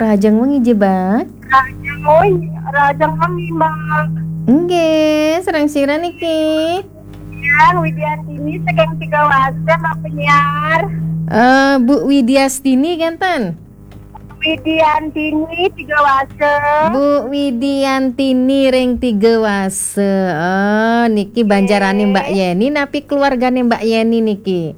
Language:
Balinese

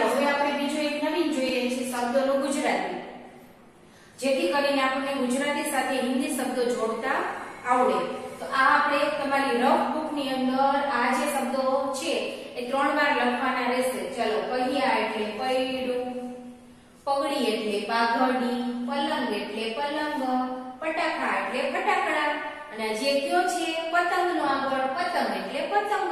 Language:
Gujarati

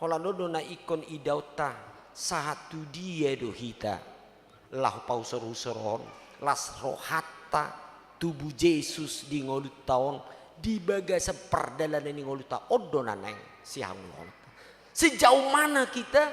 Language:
Batak Toba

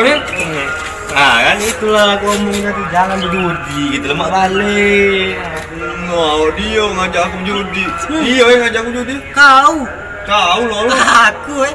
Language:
Musi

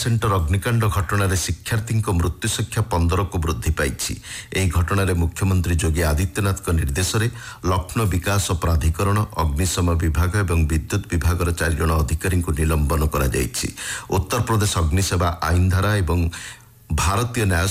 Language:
Odia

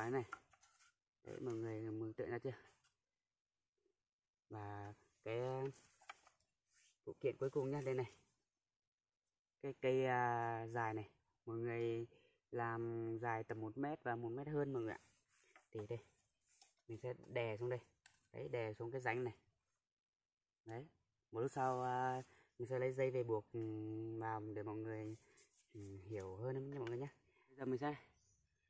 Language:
Vietnamese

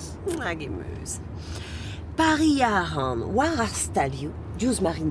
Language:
Breton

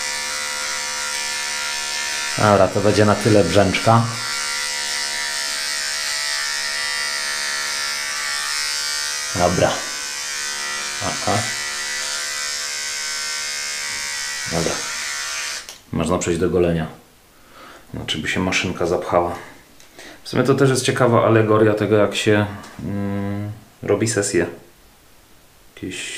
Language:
Polish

